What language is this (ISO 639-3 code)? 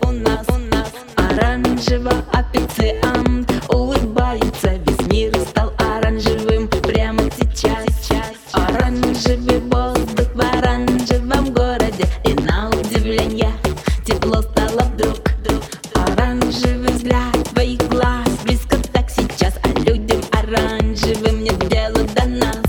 rus